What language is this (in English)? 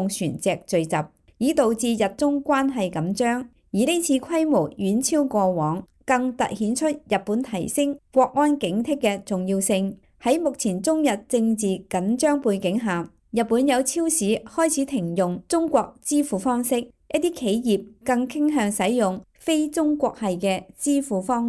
Cantonese